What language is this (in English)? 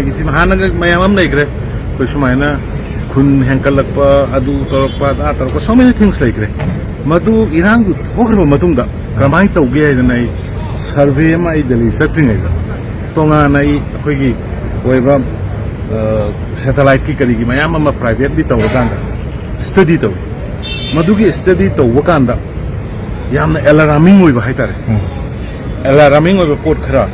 Manipuri